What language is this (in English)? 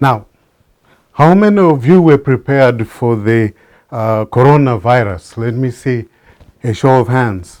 English